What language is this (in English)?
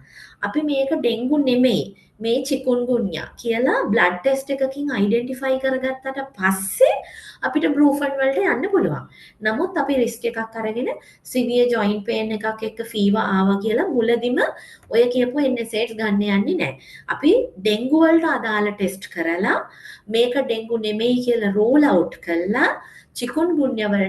Sinhala